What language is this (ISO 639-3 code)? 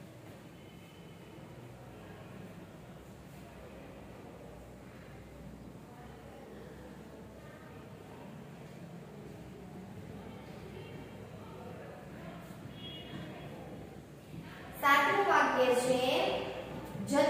guj